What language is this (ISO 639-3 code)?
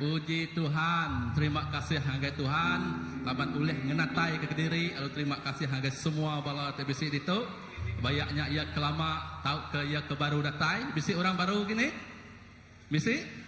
iba